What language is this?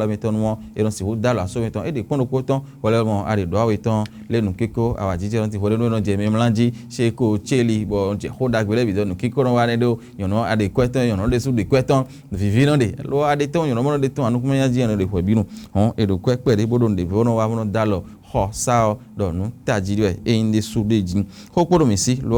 Fon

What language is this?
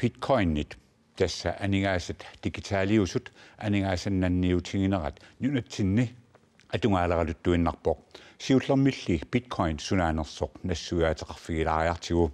Kalaallisut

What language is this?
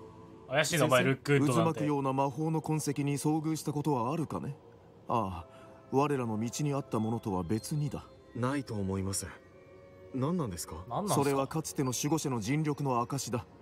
Japanese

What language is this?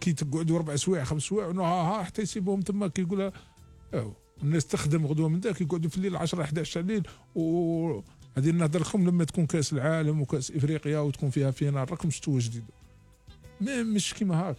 Algerian Arabic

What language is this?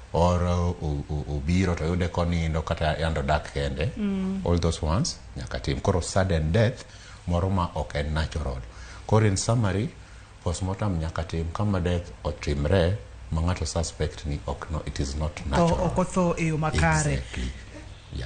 Luo (Kenya and Tanzania)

